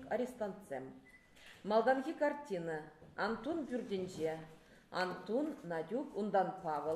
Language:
Chuvash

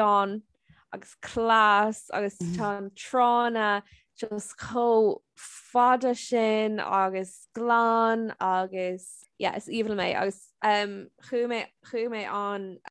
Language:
Irish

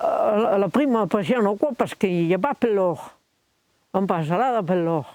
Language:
Occitan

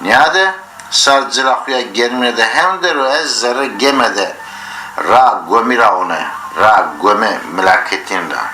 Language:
Zaza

